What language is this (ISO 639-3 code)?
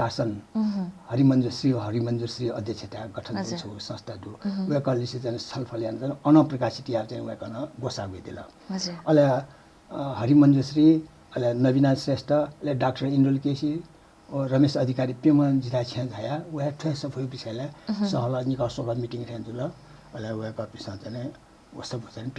new